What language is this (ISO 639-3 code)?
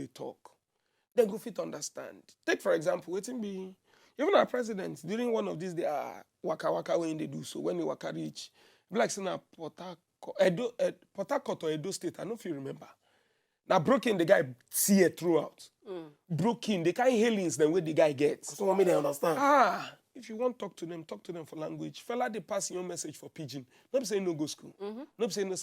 pcm